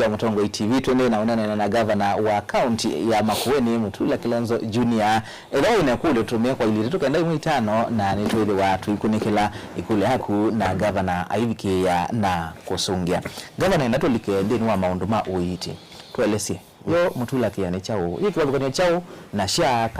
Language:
Kamba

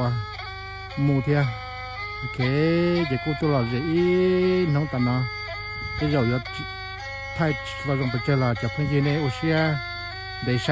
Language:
Hmong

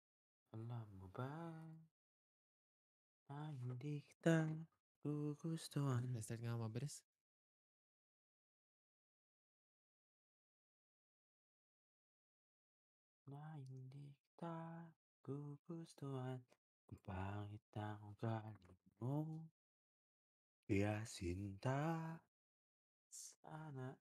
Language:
Filipino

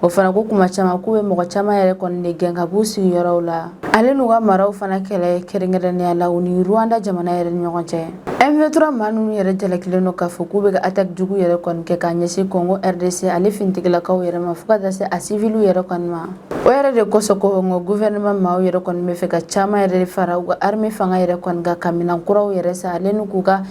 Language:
Bambara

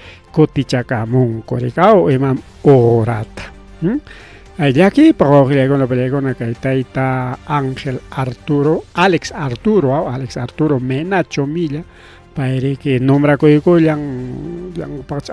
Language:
Ayacucho Quechua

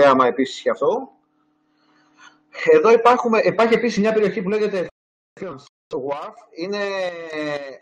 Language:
Greek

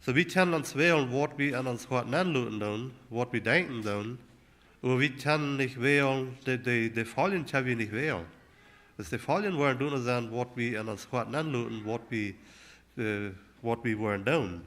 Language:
Plautdietsch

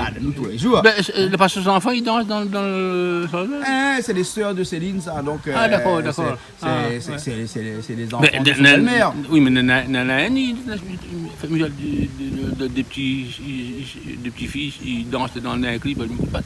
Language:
Réunion Creole French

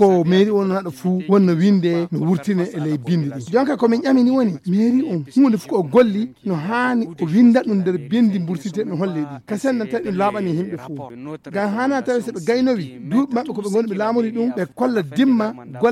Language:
Fula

